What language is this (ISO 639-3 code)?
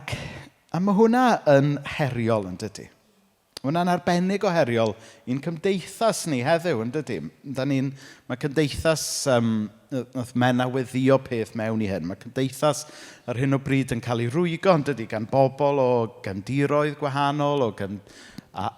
cym